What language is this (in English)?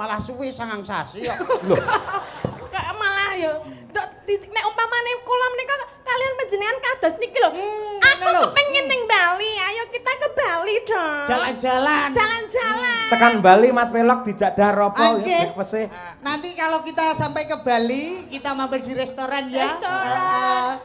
Javanese